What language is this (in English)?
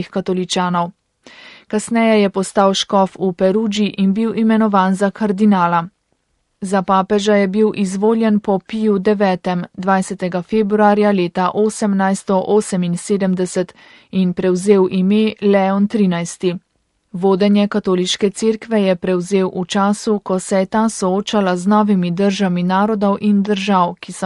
Slovenian